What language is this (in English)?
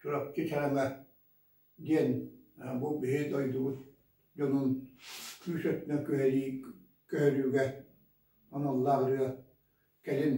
Yakut